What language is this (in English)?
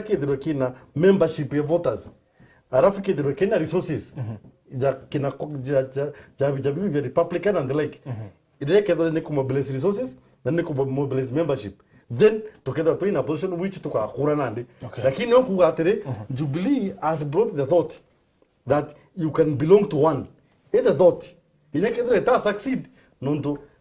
Meru